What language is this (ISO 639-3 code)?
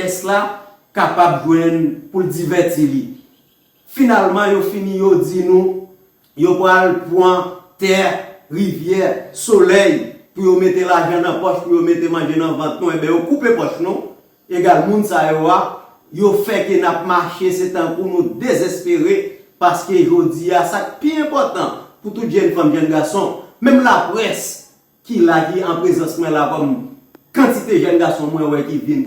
hat